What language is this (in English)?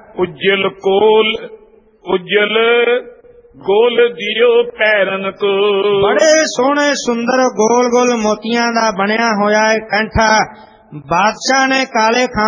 Punjabi